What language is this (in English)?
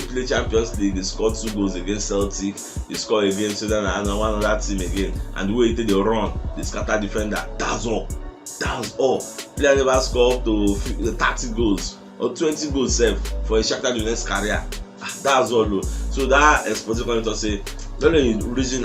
Nigerian Pidgin